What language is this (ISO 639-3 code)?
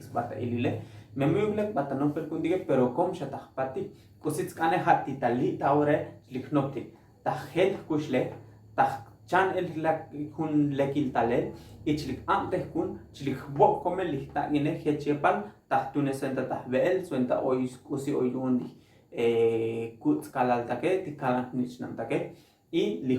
tzo